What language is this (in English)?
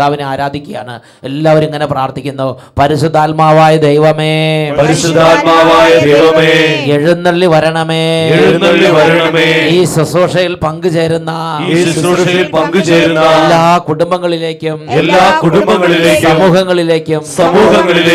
Malayalam